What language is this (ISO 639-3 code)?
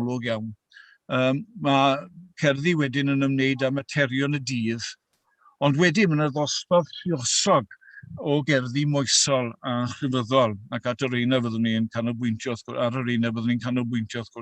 cym